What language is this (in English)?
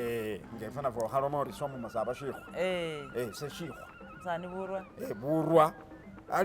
Masaaba